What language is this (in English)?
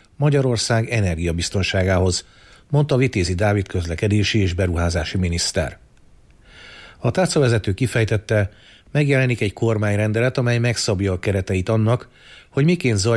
Hungarian